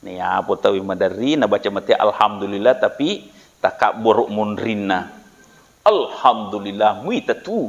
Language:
Buginese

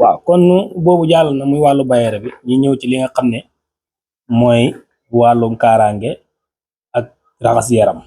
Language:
Wolof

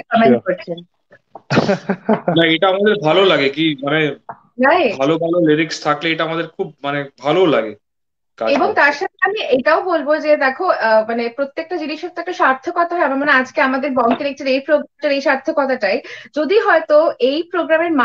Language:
Bangla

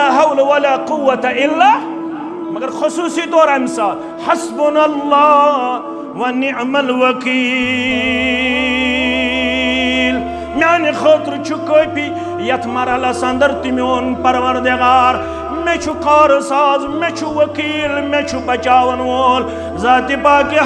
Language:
Kashmiri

